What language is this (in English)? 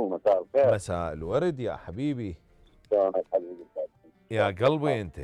Mesopotamian Arabic